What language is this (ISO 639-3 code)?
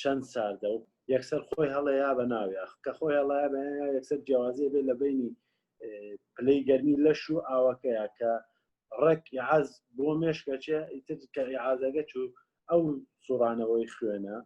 ckb